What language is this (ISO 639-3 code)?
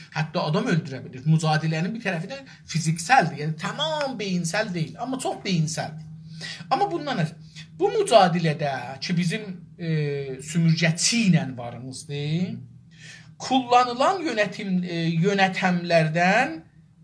azb